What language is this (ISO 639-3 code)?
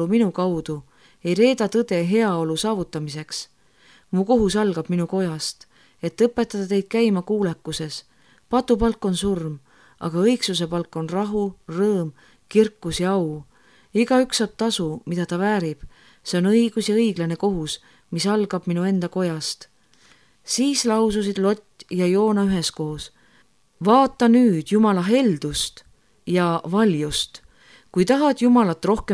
est